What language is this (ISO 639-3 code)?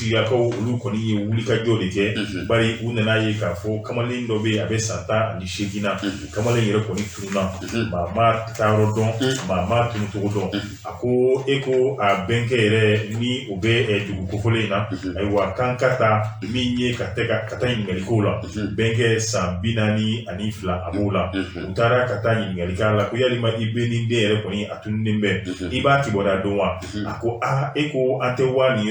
bam